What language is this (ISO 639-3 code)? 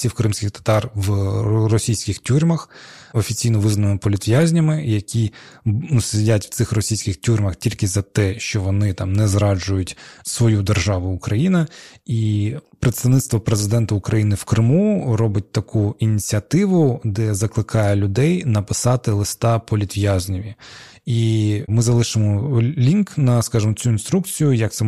ukr